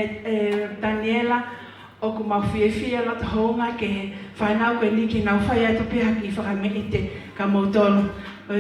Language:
Tongan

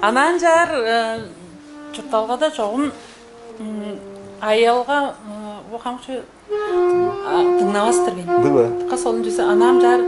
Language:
Tuvinian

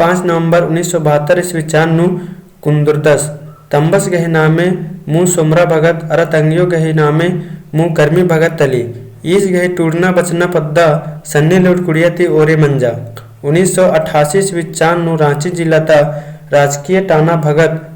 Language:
Kurukh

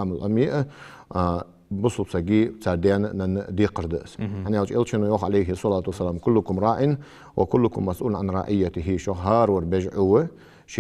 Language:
Ingush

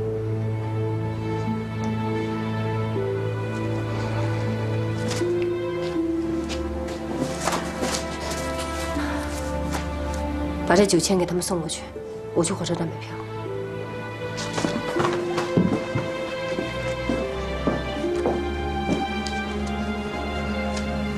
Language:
Chinese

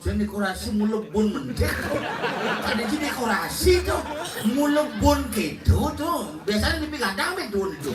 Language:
Balinese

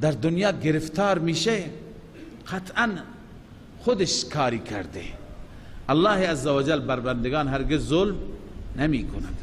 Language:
Persian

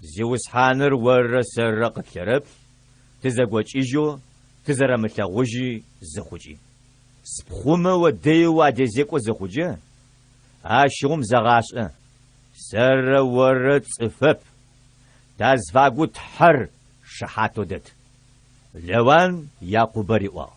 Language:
Adyghe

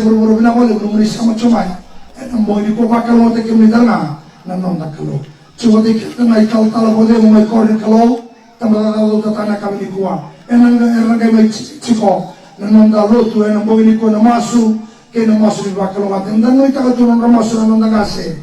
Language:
Fijian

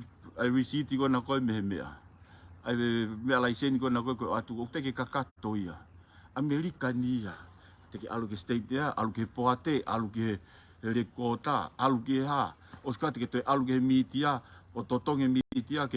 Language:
Tongan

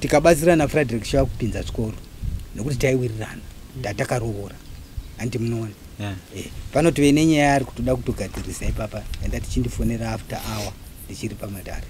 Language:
Shona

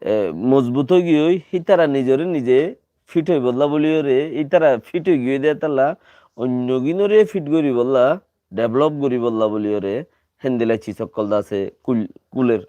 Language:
Rohingya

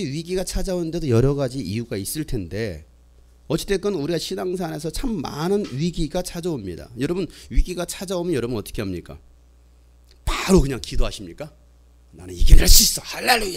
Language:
Korean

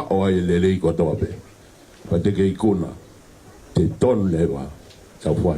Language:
Tongan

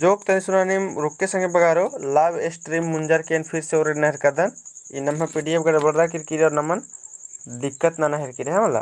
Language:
Kurukh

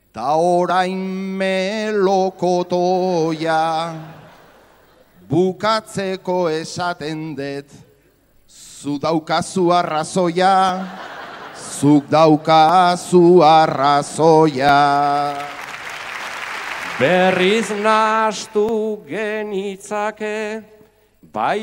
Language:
Basque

